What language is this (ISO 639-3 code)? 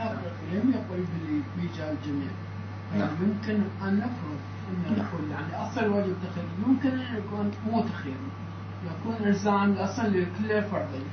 acm